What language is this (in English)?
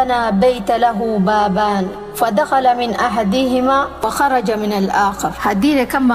Swahili